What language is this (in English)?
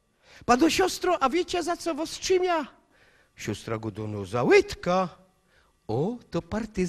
Silesian